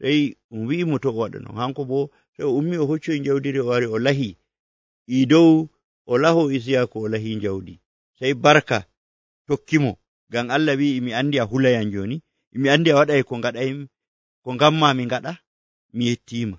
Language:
Nigerian Fulfulde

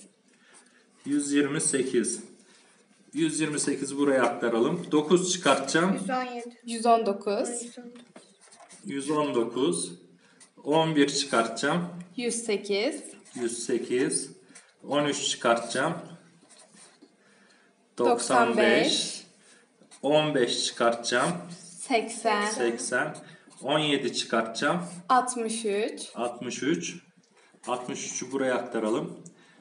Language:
Turkish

